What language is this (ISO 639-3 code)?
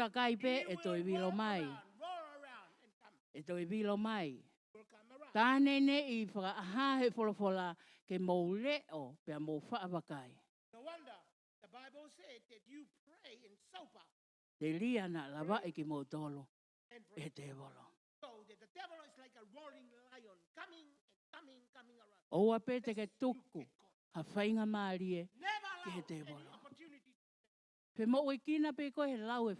ton